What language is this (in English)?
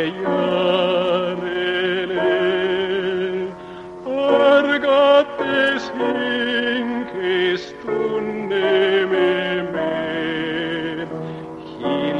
Estonian